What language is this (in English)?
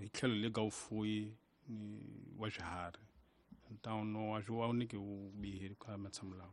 Tsonga